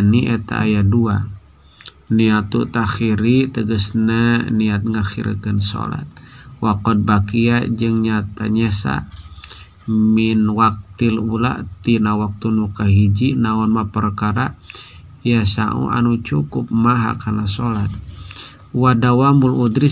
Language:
Sundanese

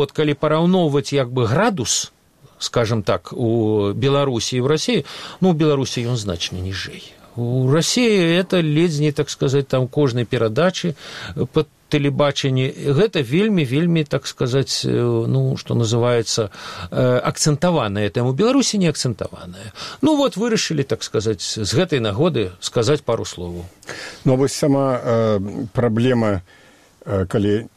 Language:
Belarusian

